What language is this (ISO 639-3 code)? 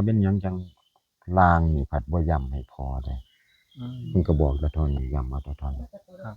tts